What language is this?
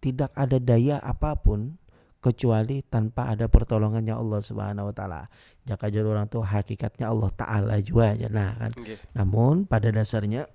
Banjar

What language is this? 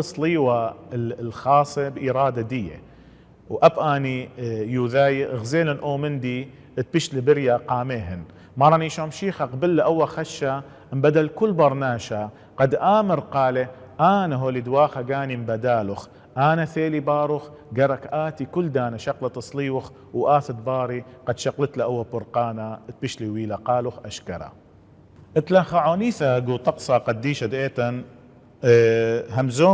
Assyrian Neo-Aramaic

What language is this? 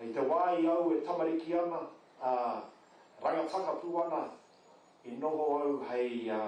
Māori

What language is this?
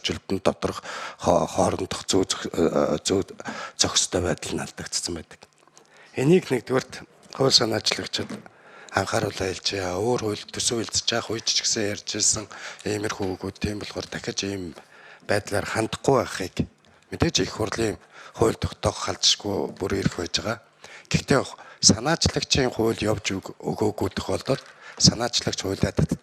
Mongolian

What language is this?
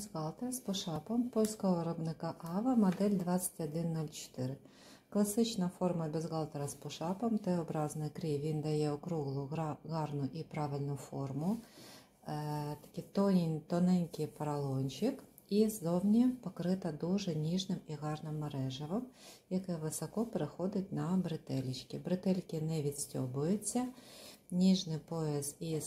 Ukrainian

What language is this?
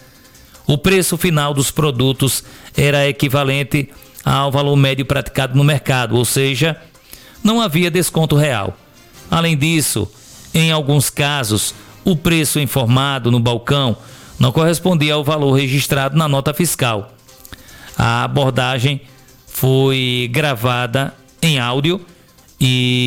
Portuguese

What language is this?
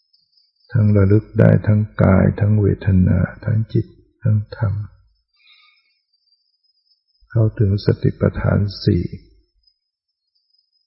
Thai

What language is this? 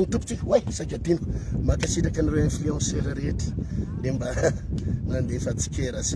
Malagasy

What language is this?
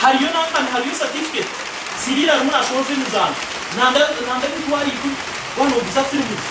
Nyankole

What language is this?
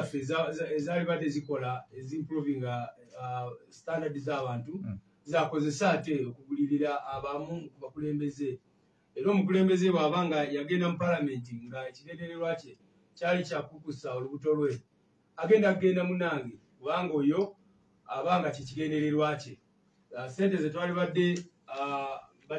Ganda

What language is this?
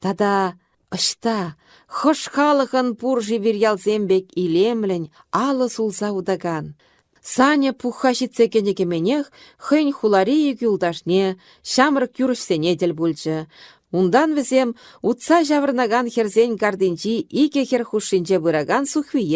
Chuvash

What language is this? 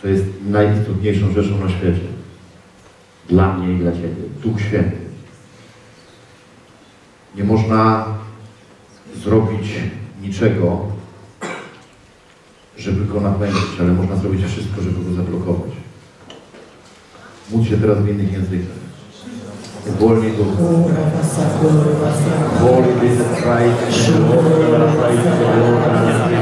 Polish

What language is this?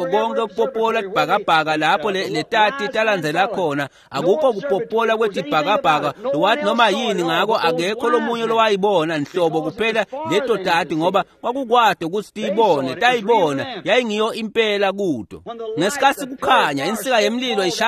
Swati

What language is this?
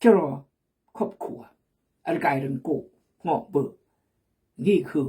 Khmu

